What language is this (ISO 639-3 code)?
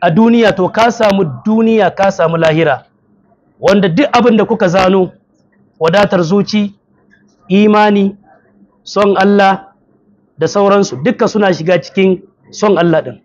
hau